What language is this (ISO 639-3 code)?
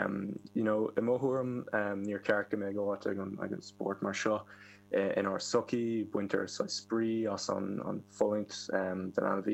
gle